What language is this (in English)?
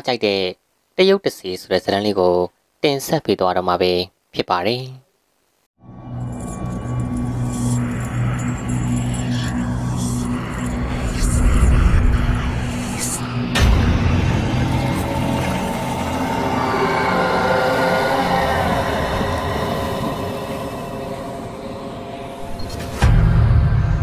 Burmese